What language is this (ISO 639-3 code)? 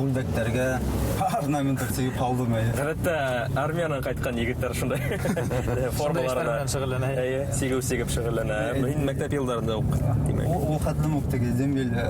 bak